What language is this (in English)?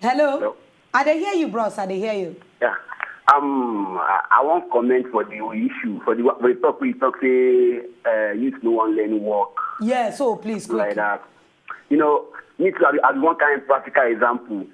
Nigerian Pidgin